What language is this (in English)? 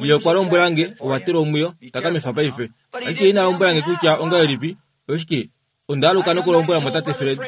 Kuanyama